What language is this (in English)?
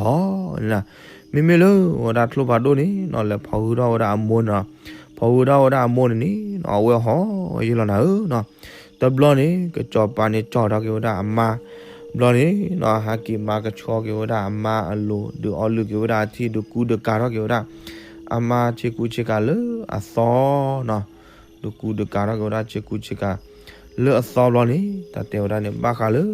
S'gaw Karen